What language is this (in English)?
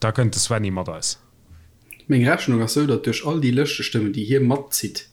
Luxembourgish